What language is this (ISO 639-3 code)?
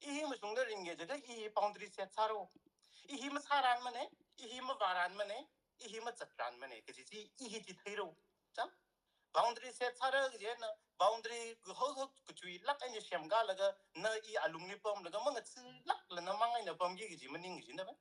nmf